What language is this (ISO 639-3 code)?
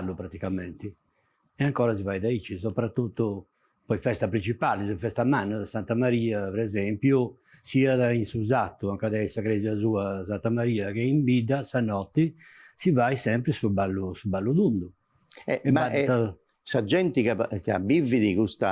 srd